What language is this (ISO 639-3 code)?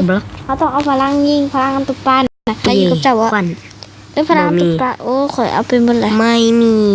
lao